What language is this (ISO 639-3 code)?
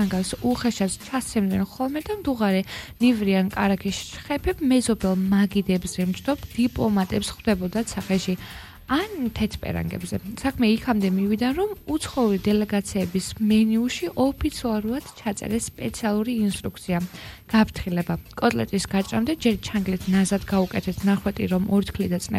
kat